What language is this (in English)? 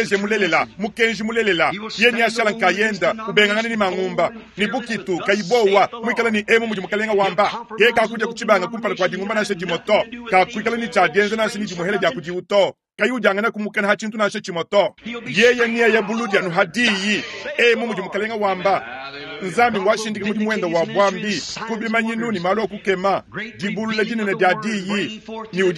Luba-Lulua